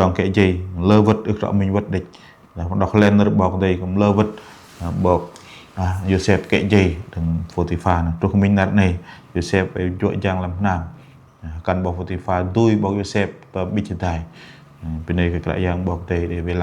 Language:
Bahnar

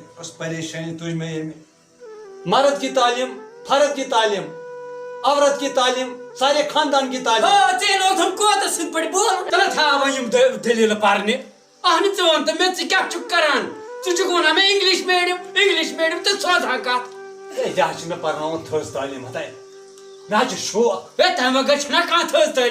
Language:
Kashmiri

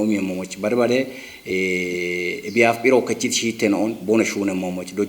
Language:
Kafa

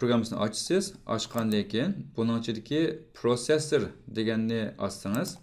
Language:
Uyghur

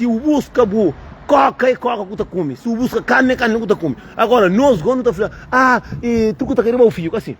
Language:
Kabuverdianu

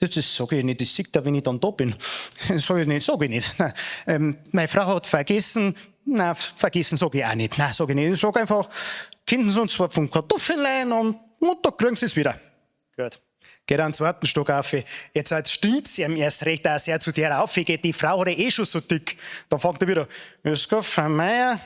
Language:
Bavarian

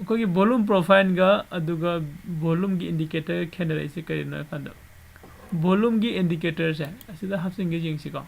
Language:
Manipuri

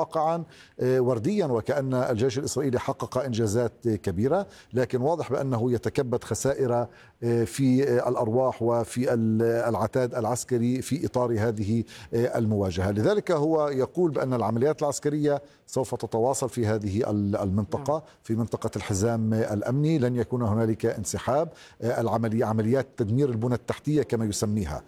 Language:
Arabic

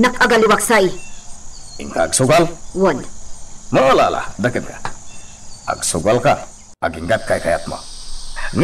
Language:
Iloko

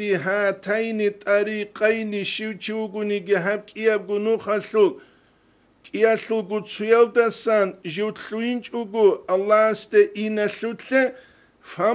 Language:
Avaric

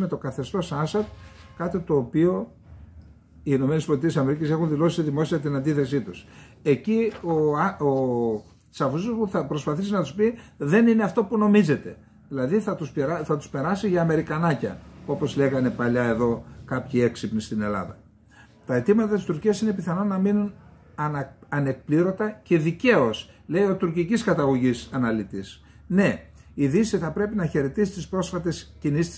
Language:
Greek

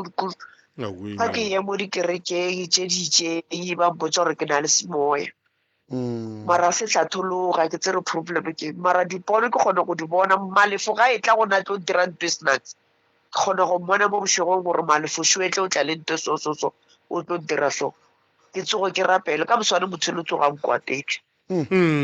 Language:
Northern Sotho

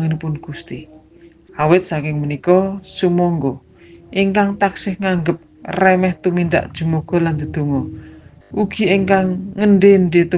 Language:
Javanese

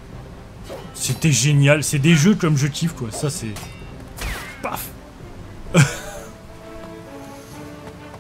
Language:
French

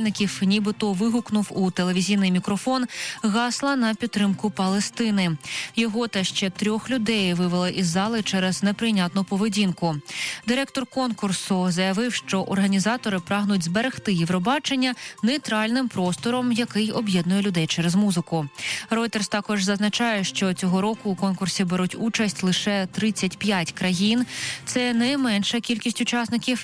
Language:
Ukrainian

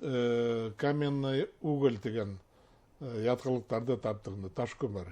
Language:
Bashkir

